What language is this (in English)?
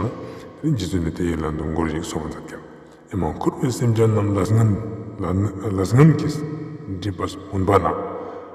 Ladakhi